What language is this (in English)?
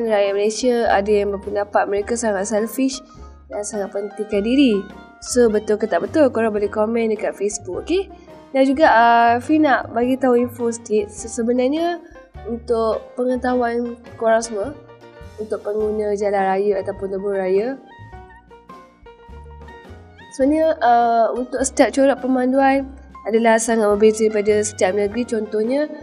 Malay